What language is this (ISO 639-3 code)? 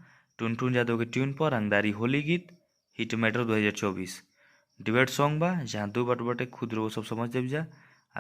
bho